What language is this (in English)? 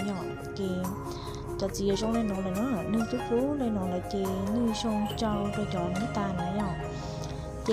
Hmong